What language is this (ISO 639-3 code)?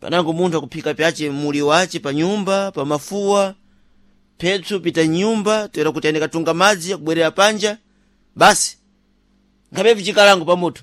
seh